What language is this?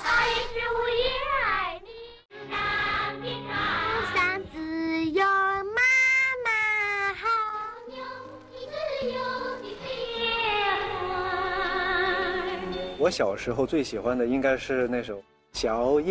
Chinese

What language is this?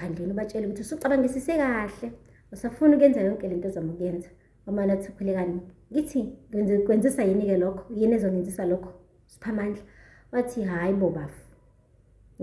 Zulu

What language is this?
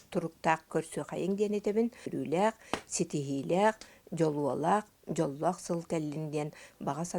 Yakut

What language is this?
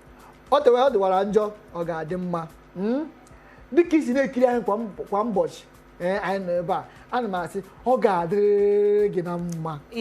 Igbo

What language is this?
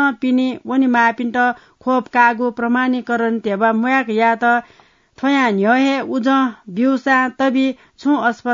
Newari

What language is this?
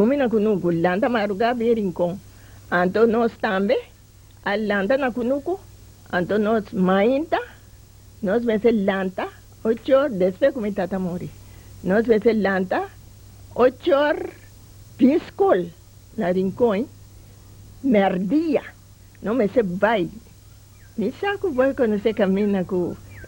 Papiamento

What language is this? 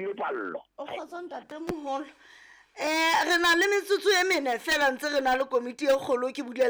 Southern Sotho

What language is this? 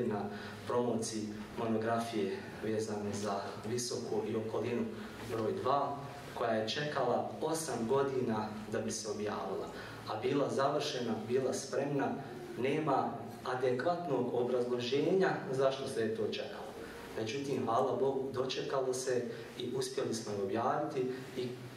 Bosnian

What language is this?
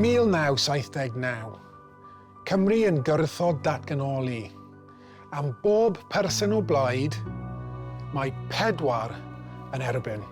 Welsh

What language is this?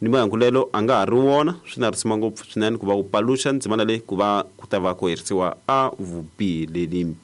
Tsonga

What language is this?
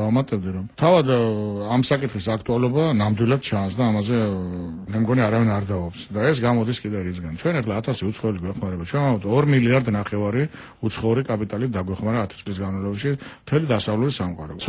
Georgian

